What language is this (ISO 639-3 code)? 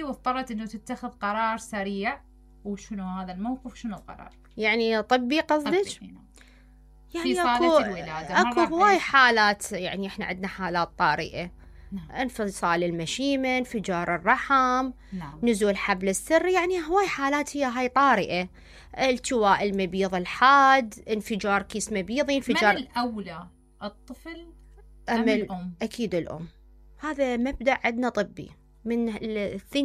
acm